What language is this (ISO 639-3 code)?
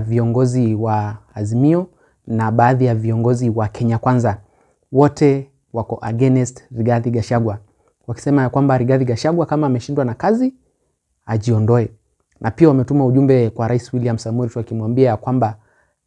swa